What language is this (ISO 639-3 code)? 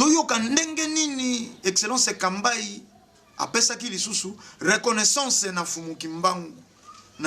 lin